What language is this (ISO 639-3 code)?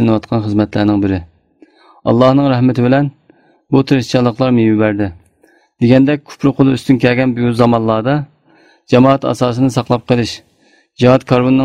uig